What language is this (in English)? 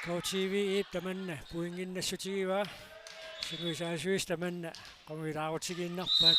Kalaallisut